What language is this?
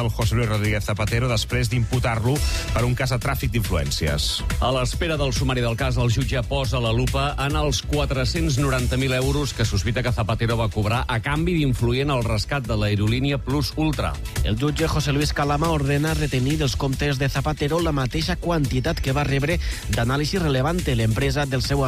Catalan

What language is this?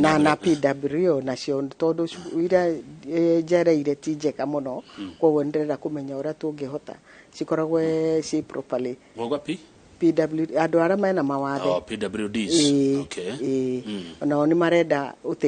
Kikuyu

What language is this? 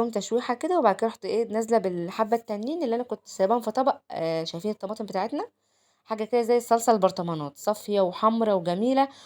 Egyptian Arabic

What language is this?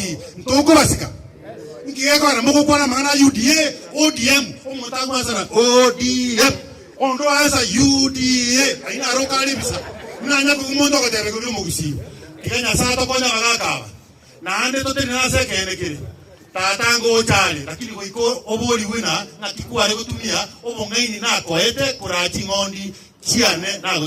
Gusii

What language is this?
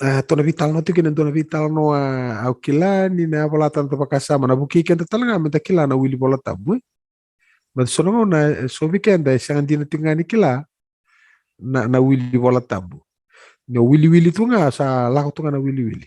Fijian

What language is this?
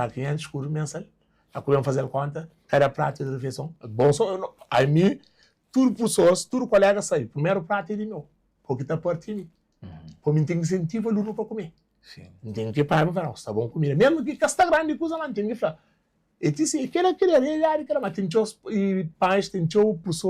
Kabuverdianu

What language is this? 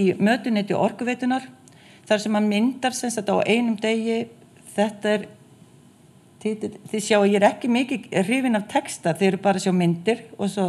Icelandic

